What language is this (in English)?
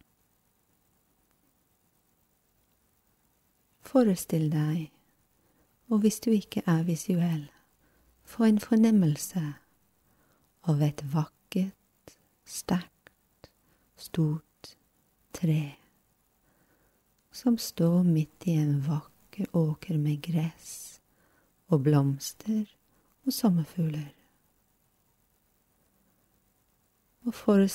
Norwegian